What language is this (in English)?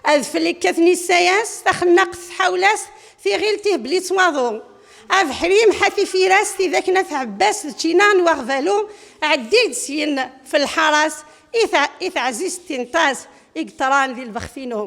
Kabyle